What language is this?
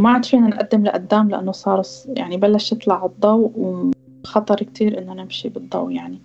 North Levantine Arabic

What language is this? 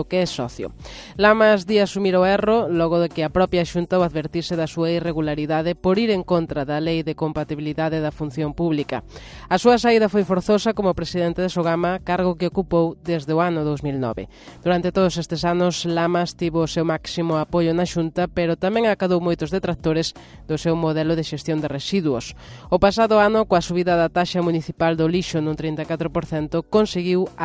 Galician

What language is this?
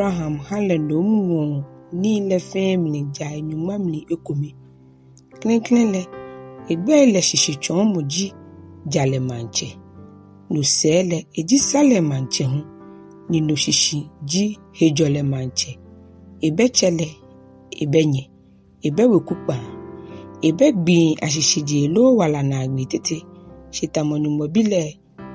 Ga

